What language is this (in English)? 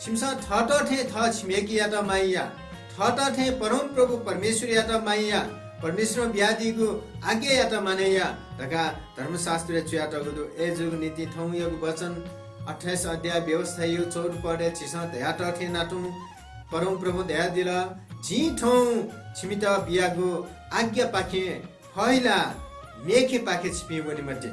Newari